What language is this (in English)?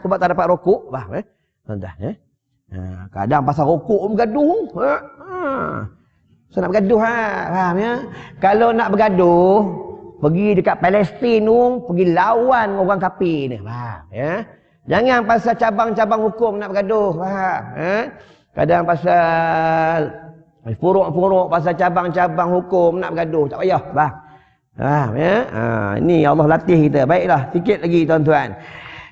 Malay